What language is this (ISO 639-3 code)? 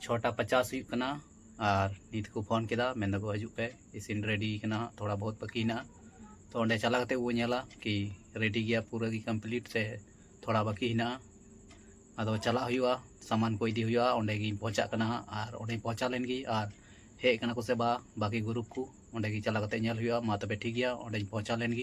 sat